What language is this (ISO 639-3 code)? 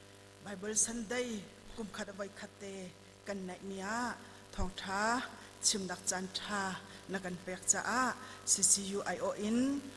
cnh